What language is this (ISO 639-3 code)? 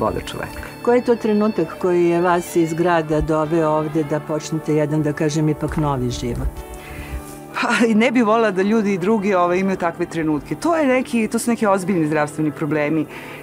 srp